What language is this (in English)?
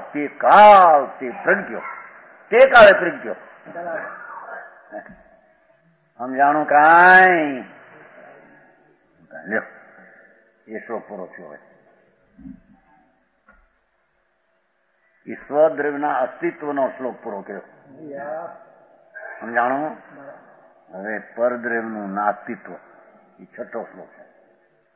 Gujarati